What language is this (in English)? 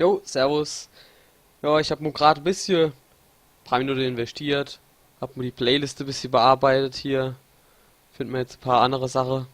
Palatine German